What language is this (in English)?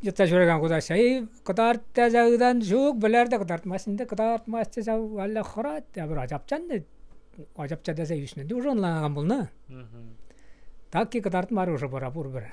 Chuvash